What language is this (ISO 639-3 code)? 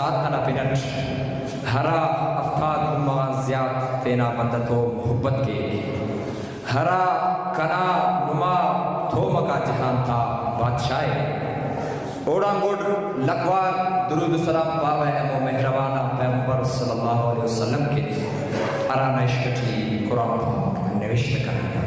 brh